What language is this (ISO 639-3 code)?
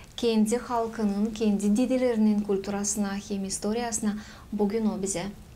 gag